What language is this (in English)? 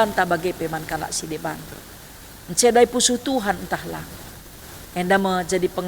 Batak Karo